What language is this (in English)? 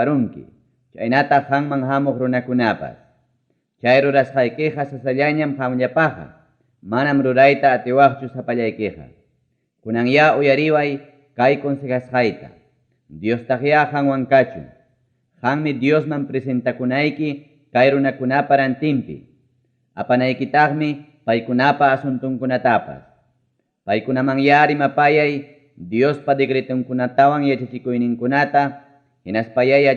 Ayacucho Quechua